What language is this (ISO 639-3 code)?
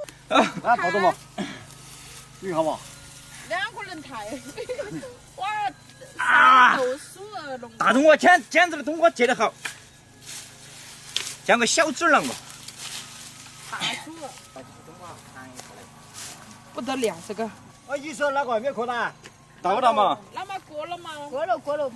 zho